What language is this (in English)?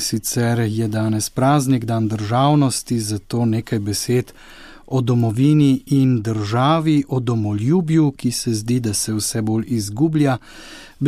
Slovenian